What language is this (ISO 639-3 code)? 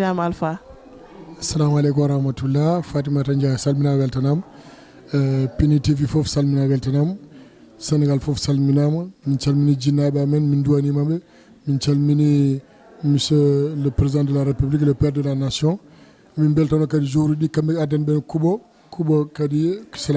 ful